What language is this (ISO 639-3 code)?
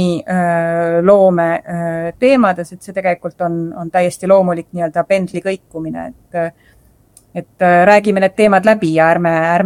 est